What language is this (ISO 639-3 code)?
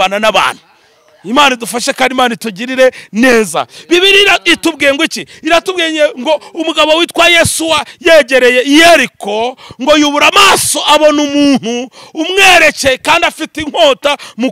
kin